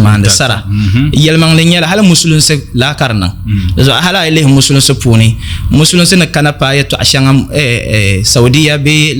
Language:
Dagbani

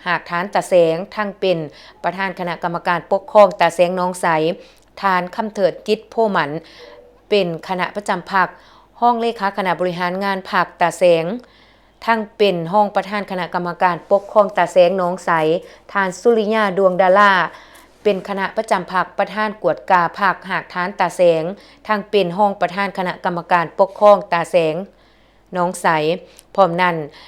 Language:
Lao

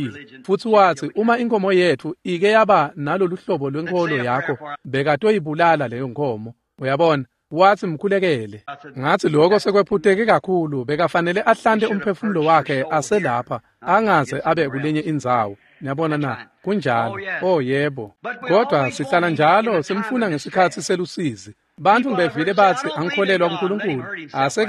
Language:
Swati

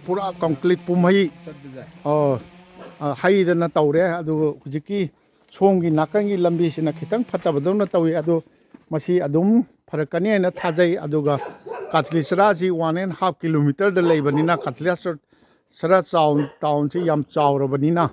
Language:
Manipuri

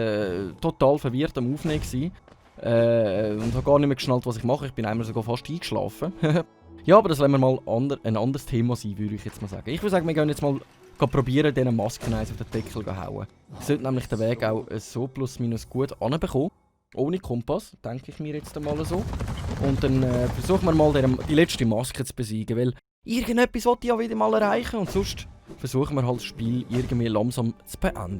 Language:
Swiss German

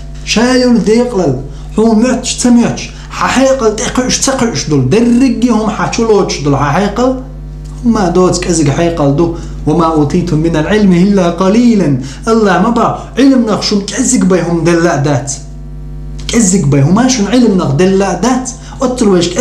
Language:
Chechen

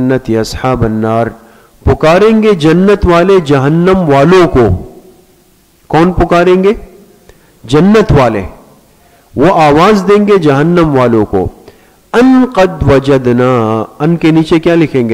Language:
Urdu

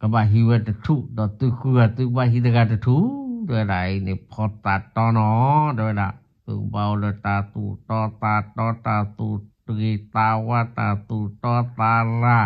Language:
S'gaw Karen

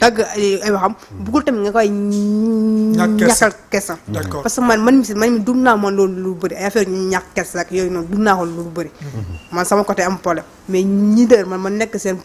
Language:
Wolof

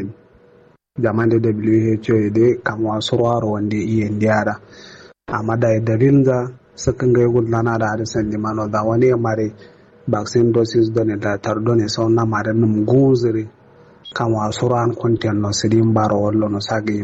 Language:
Kanuri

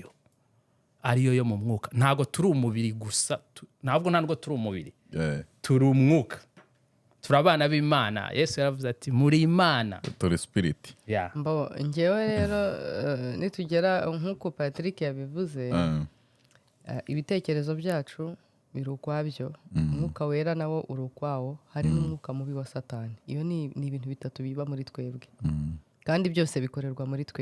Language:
Kinyarwanda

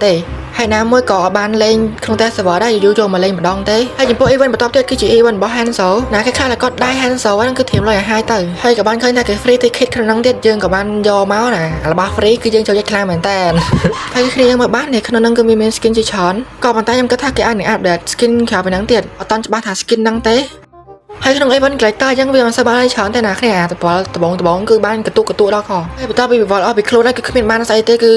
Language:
Khmer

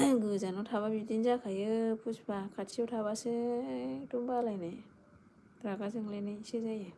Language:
Bodo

